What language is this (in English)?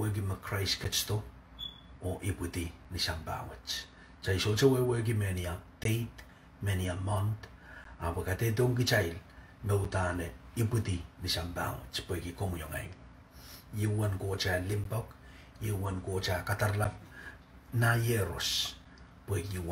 Pohnpeian